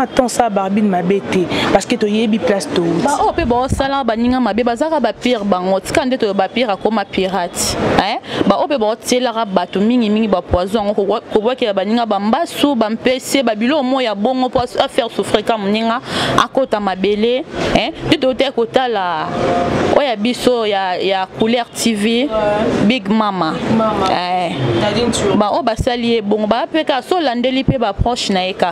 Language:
Lingala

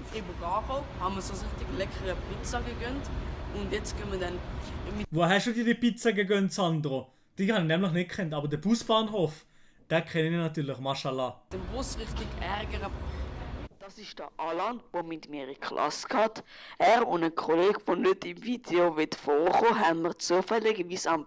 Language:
Swiss German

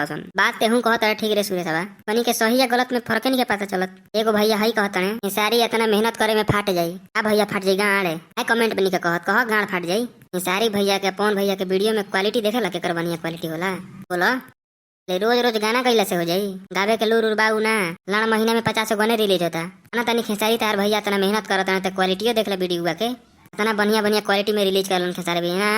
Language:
Bhojpuri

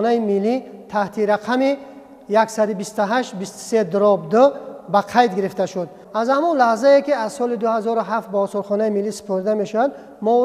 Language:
Tajik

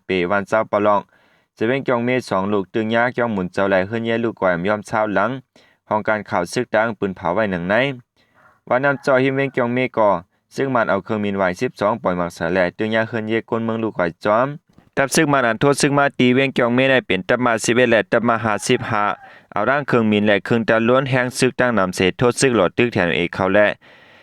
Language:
Shan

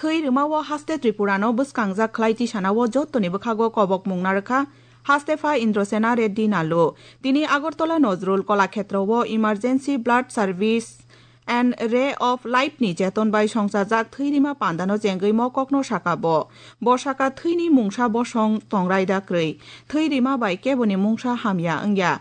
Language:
Kok Borok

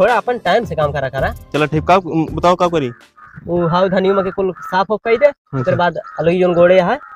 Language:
Awadhi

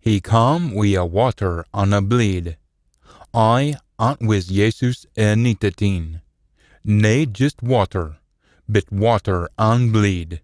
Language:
Scots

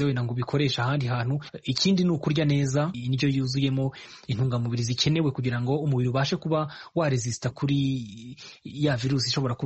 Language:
Kinyarwanda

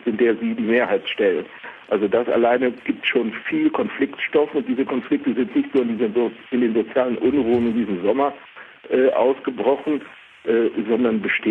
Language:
German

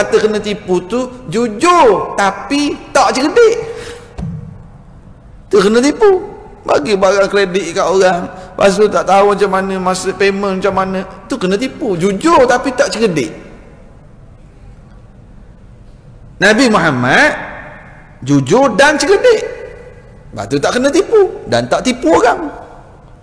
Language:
Malay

